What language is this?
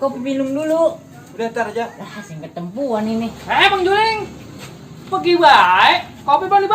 Betawi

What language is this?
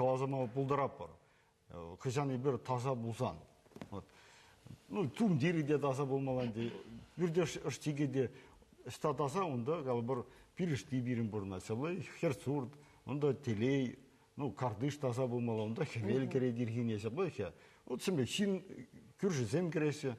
Chuvash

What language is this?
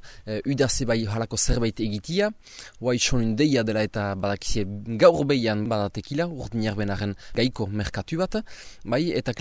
Basque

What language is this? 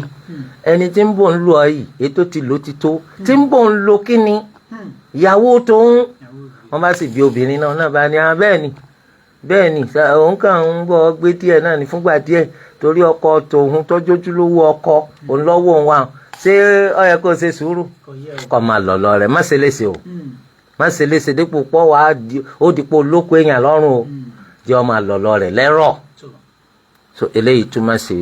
Yoruba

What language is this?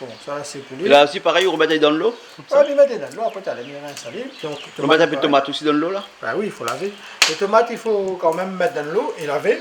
Réunion Creole French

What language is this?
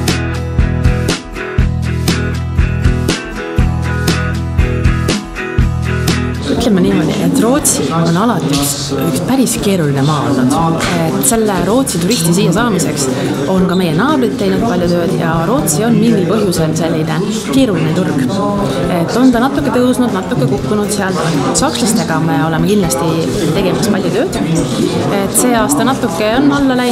Estonian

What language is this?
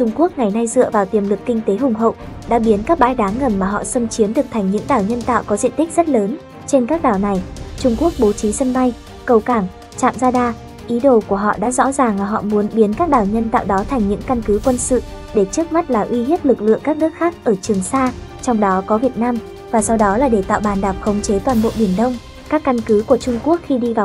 Vietnamese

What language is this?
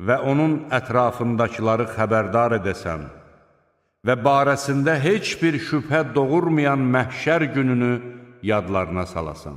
Azerbaijani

